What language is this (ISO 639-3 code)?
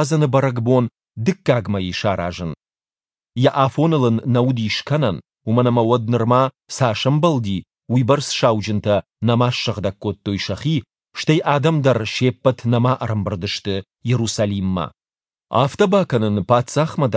oss